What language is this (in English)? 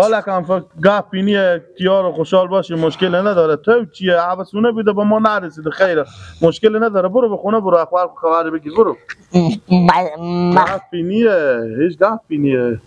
Persian